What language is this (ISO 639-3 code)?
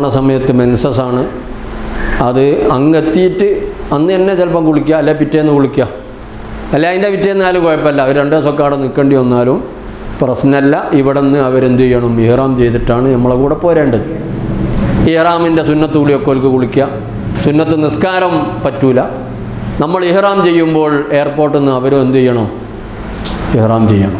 mal